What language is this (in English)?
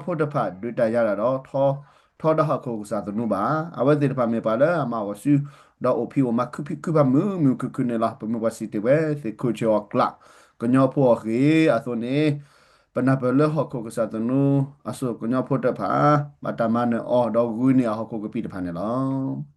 S'gaw Karen